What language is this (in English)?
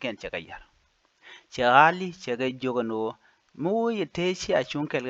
Nuer